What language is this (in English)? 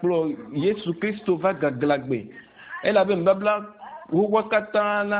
Ewe